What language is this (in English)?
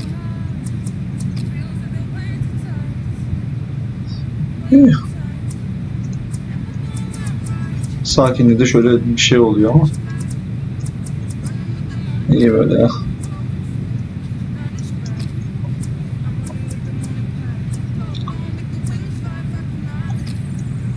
Turkish